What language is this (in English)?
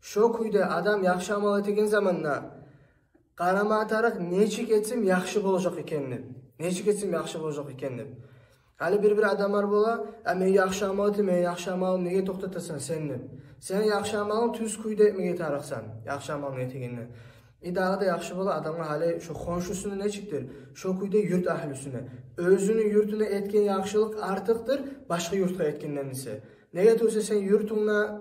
Kumyk